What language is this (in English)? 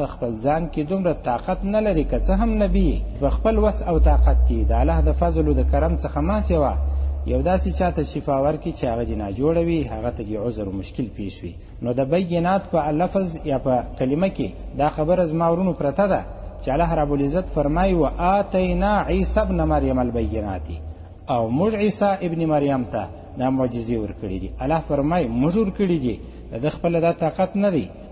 Pashto